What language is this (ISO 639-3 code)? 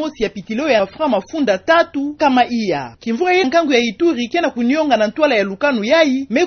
ktu